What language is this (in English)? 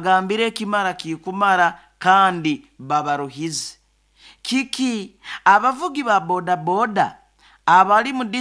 Nyoro